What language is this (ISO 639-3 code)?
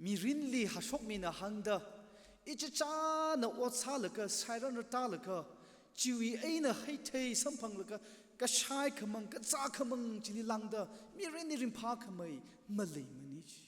nmf